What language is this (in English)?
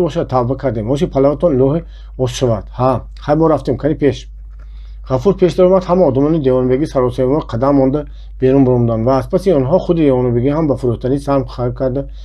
Tajik